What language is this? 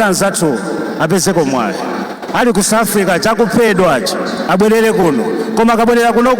Nyanja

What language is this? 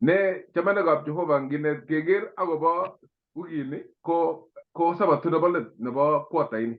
Kalenjin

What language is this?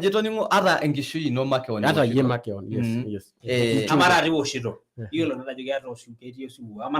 Masai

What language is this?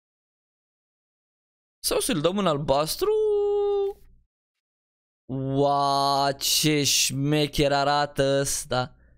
Romanian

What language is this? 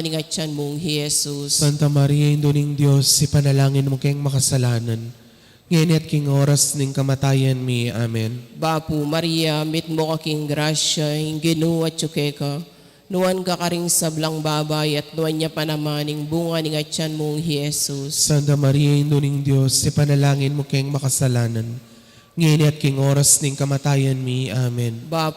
Pampanga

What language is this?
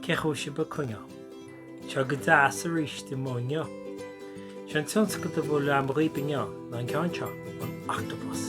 Irish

